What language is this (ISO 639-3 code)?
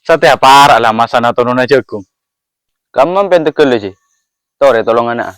mad